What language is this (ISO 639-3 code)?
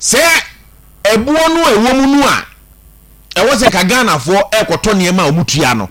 aka